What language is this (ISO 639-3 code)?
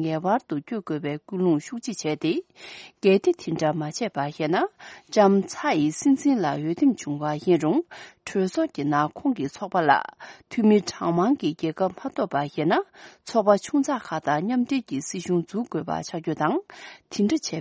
bod